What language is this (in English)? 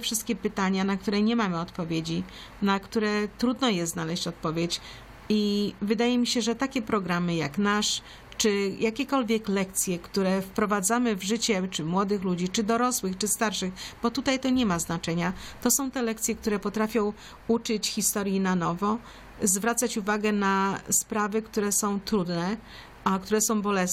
Polish